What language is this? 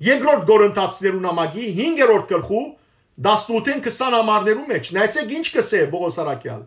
Western Armenian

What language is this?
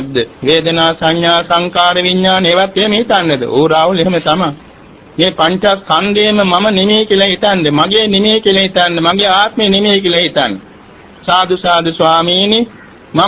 Sinhala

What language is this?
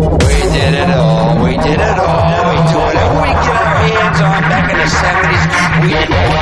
English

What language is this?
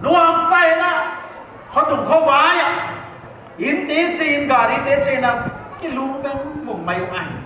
Paite Chin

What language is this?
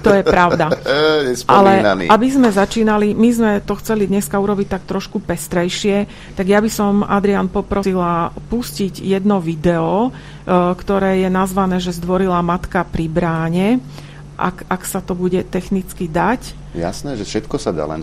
Slovak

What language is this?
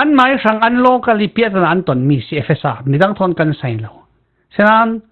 Falam Chin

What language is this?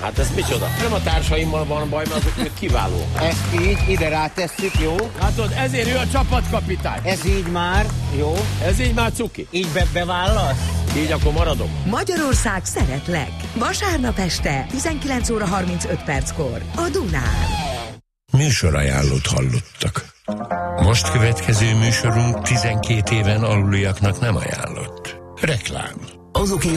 Hungarian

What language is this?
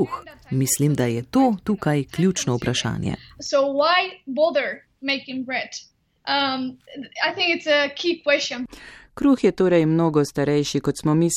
Slovenian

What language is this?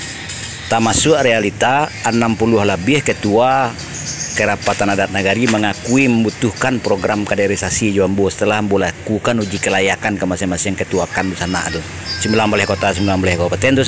Minangkabau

